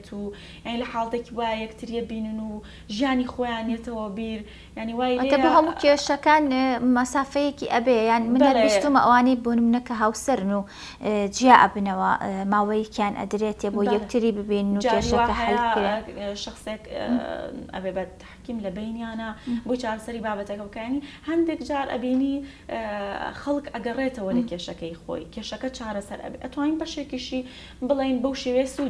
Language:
Central Kurdish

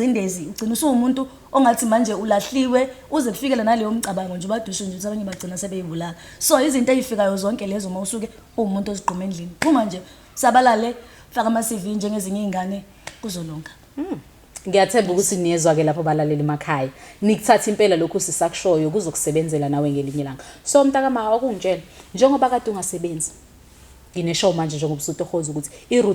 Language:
Zulu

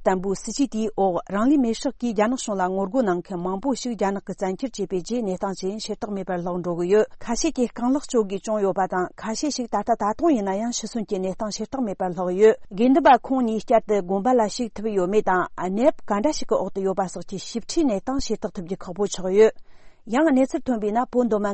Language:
Tibetan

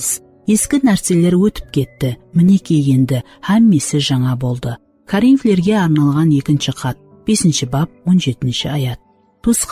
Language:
Kara-Kalpak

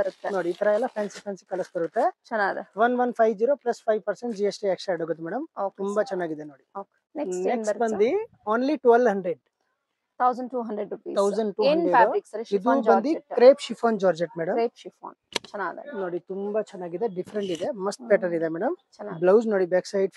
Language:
Kannada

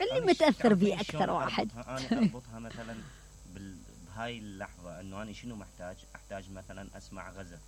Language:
Mesopotamian Arabic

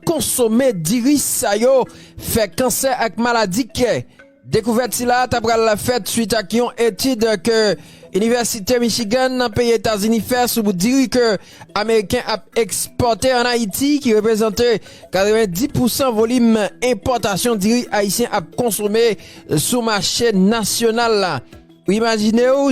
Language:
Haitian Creole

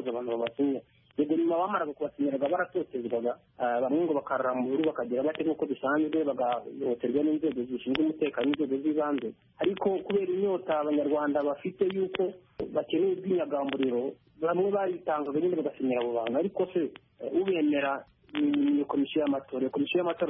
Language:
Kinyarwanda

